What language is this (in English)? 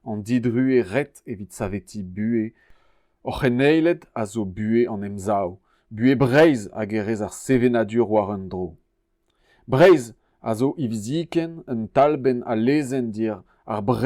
Breton